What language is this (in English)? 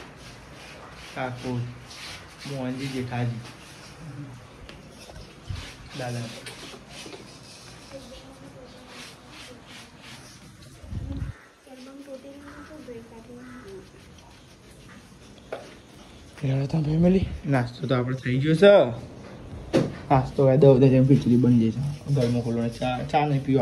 Gujarati